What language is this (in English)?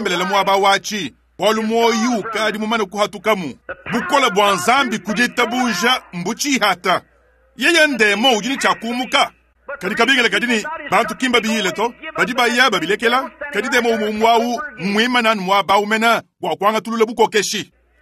Luba-Lulua